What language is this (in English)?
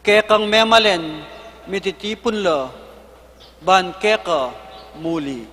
Pampanga